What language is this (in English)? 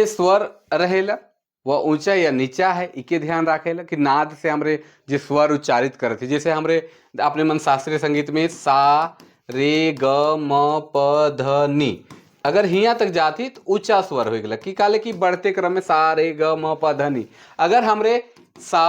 Sadri